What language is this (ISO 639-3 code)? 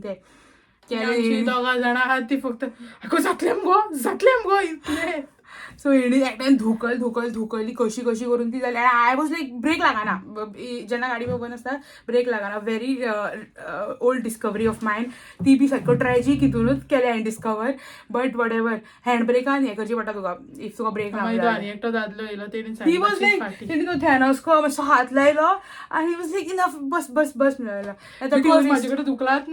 kok